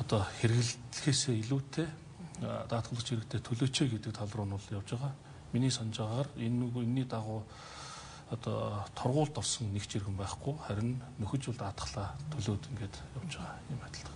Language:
Mongolian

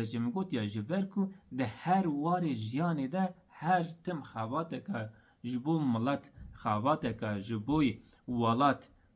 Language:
Kurdish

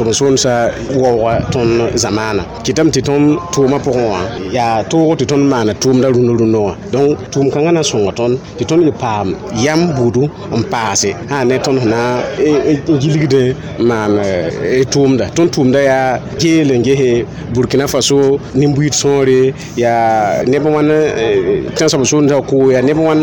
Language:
Mossi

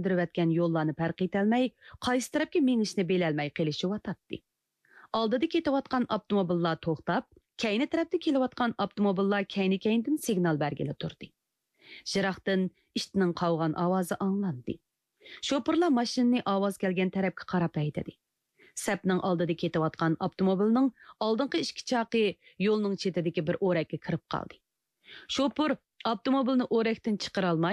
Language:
Uyghur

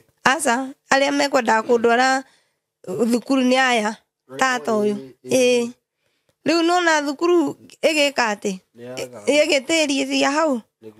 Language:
Kikuyu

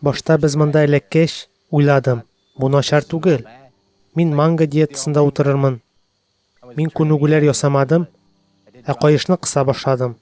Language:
Tatar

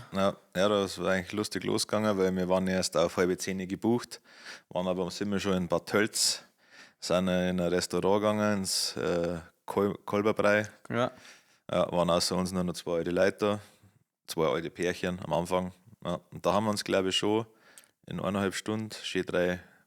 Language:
Bavarian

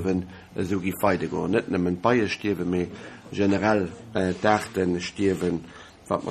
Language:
Luxembourgish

